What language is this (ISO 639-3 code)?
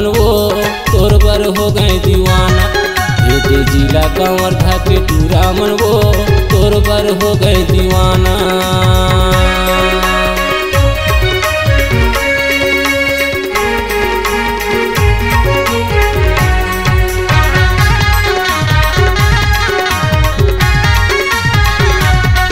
hne